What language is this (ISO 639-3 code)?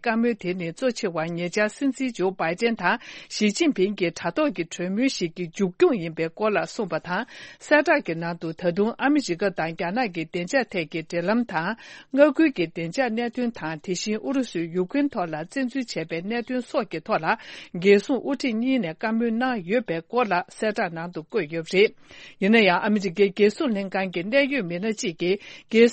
bod